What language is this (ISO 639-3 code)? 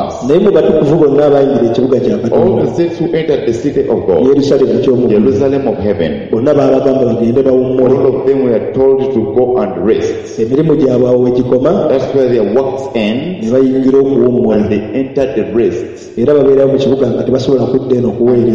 lug